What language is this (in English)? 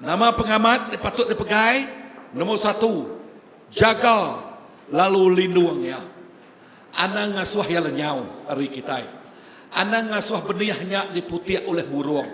Iban